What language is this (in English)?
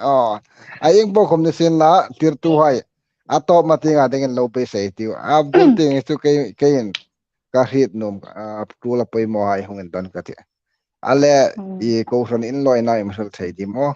Hmar